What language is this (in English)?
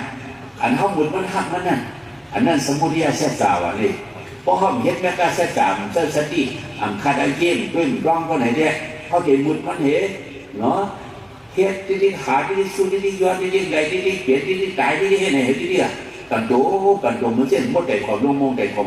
Shan